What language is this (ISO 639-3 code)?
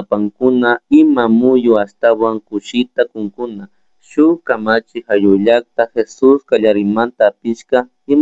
qug